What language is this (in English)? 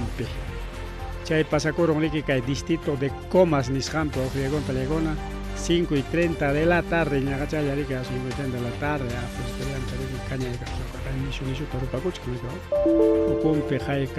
Ayacucho Quechua